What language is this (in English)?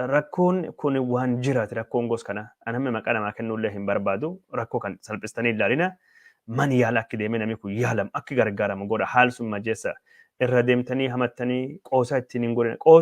Oromo